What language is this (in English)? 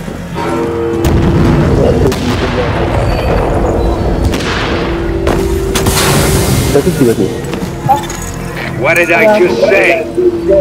Malay